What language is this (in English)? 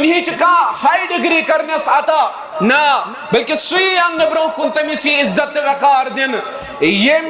Kashmiri